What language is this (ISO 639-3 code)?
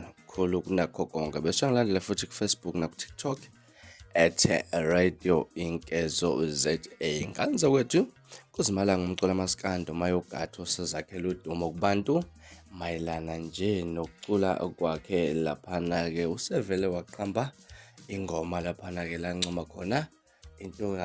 zul